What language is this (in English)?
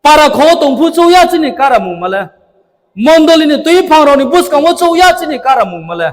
Riang (India)